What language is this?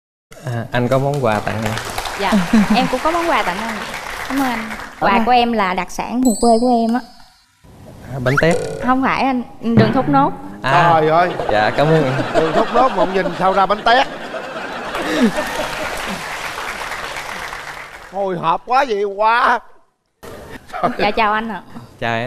Vietnamese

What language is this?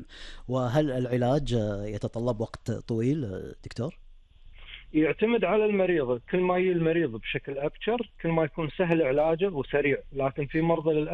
Gulf Arabic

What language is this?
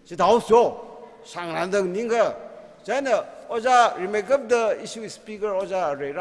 Tangkhul Naga (India)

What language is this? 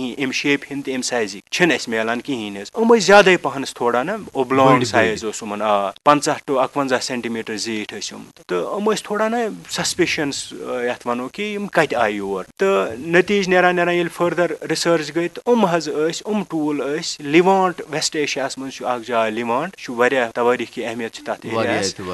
Kashmiri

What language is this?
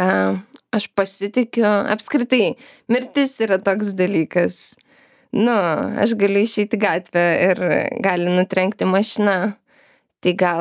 Lithuanian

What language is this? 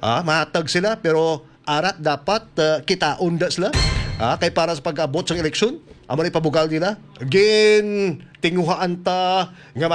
Hiligaynon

